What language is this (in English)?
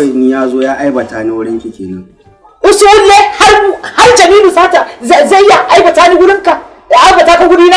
Hausa